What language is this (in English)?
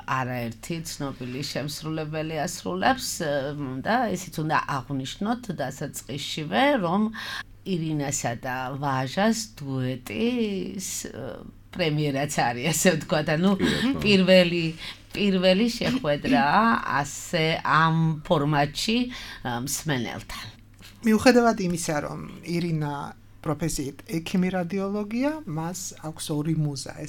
Georgian